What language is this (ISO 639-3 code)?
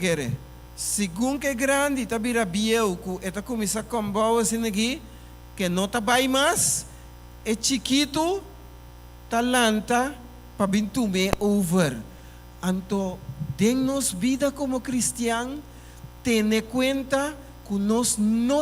pap